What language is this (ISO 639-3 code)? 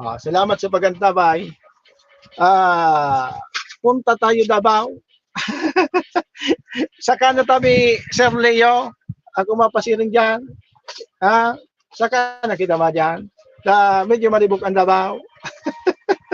bik